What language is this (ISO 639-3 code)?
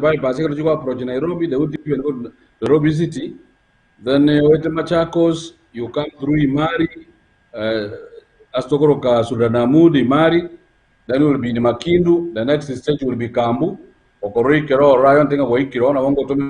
guz